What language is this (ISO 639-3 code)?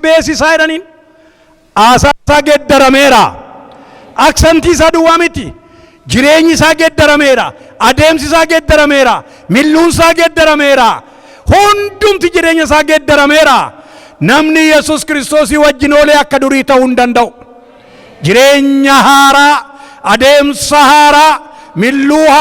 orm